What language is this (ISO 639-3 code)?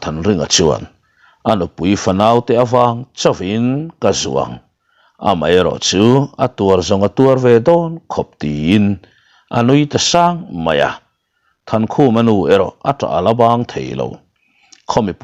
lus